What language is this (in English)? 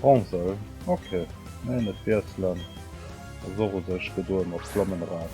Luxembourgish